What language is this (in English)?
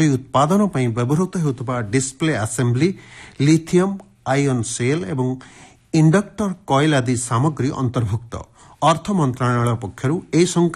Odia